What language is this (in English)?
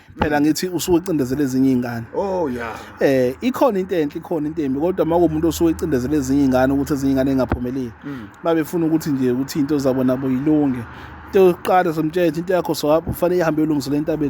Zulu